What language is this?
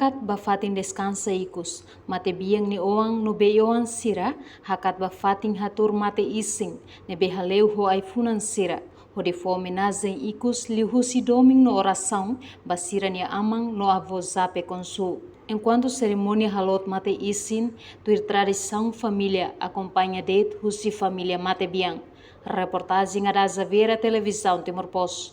Tetum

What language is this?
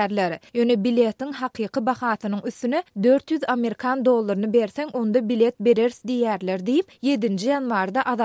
Turkmen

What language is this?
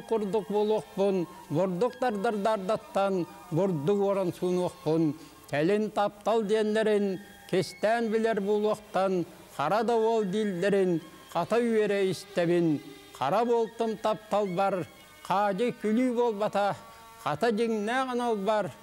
Yakut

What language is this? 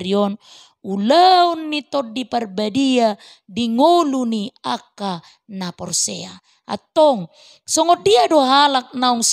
Batak Toba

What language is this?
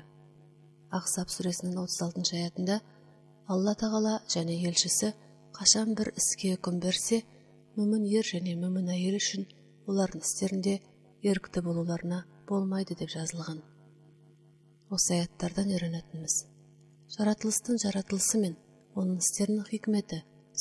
Kazakh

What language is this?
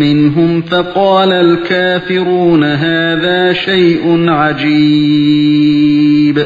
Uyghur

